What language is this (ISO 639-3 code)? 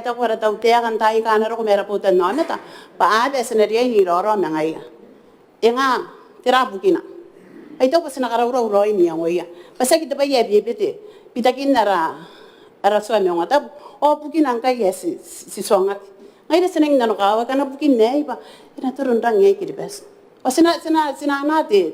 gil